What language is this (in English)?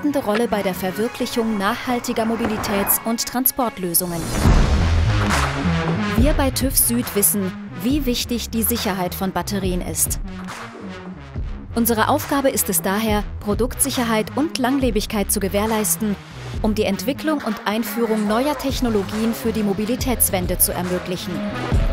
German